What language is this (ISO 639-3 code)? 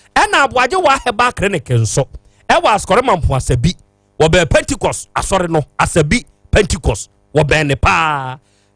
aka